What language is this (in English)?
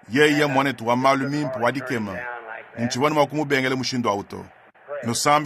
Luba-Lulua